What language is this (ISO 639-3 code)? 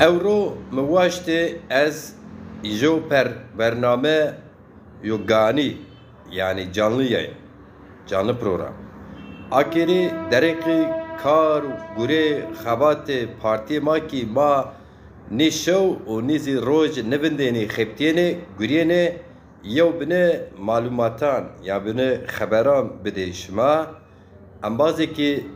zza